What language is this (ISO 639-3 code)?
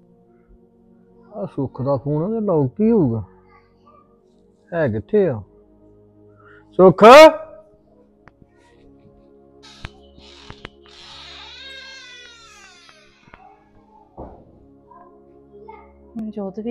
pan